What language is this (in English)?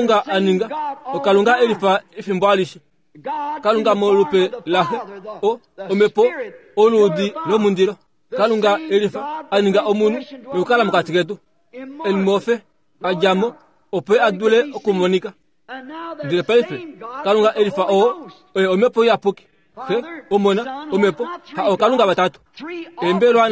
Kuanyama